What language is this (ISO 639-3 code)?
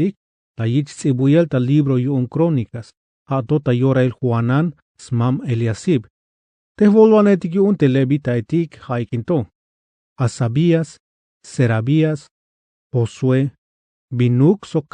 tzh